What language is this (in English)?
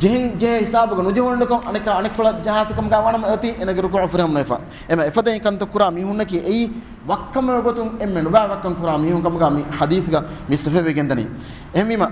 Divehi